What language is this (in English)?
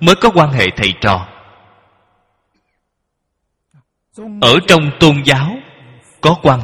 Vietnamese